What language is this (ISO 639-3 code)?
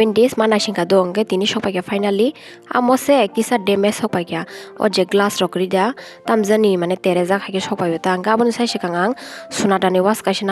trp